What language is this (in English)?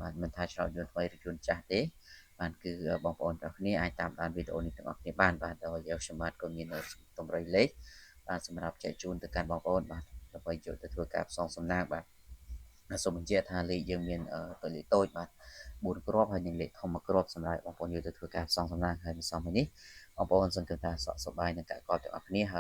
Khmer